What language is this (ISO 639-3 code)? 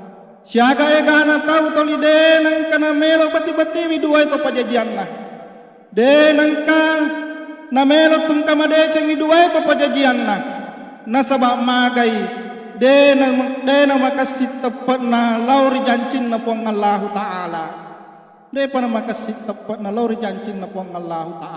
bug